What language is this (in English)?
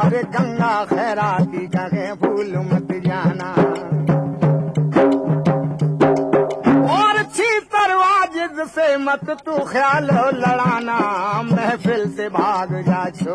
Hindi